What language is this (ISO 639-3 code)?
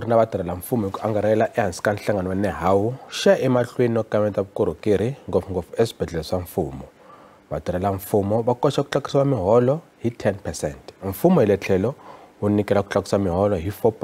tso